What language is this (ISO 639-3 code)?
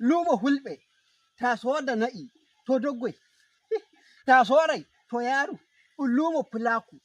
ful